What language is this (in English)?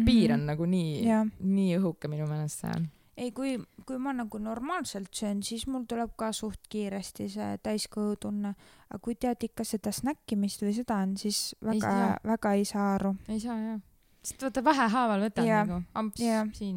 Estonian